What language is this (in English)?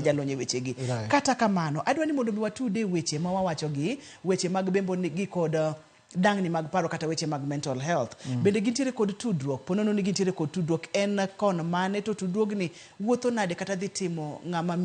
Luo (Kenya and Tanzania)